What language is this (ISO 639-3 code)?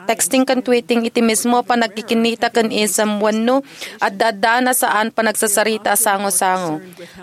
ilo